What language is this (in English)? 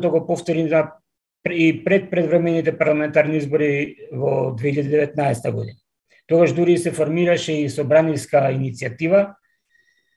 Macedonian